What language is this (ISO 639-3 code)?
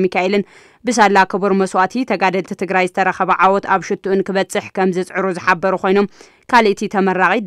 tir